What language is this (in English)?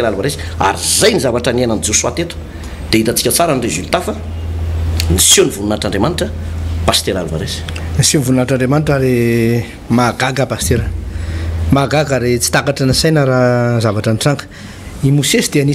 Malagasy